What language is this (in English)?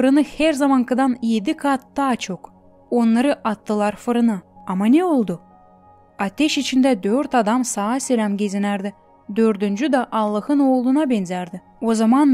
Gagauz